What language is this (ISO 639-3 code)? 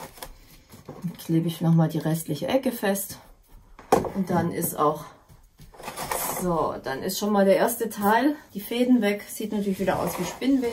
deu